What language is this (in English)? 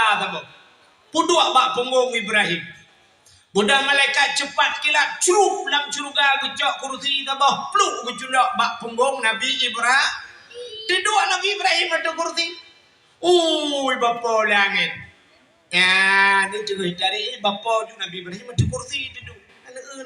Achinese